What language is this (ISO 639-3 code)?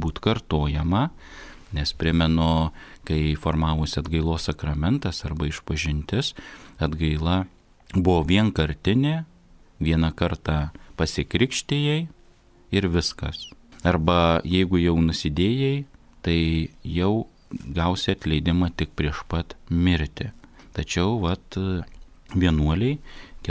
lit